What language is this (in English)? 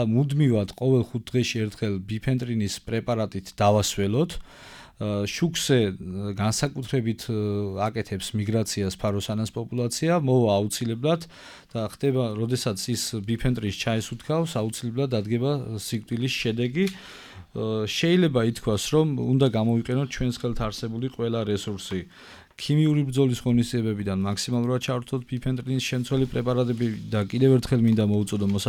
Georgian